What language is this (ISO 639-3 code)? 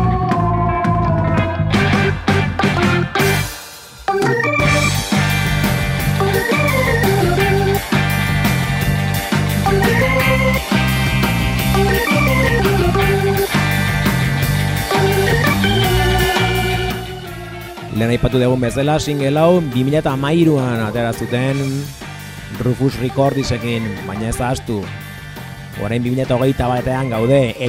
eus